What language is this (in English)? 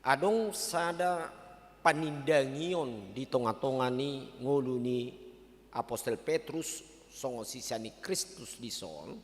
Batak Toba